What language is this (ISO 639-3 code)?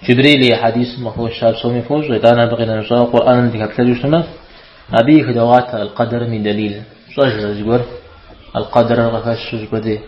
kbd